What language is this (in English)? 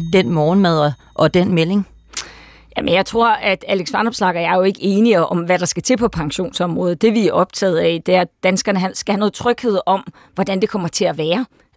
Danish